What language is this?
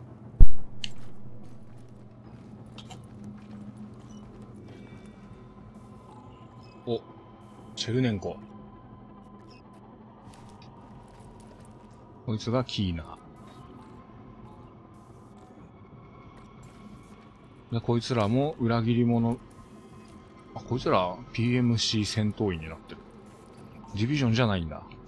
Japanese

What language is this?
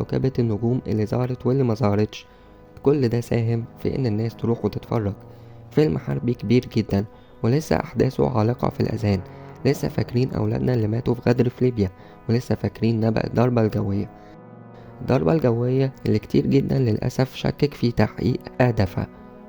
Egyptian Arabic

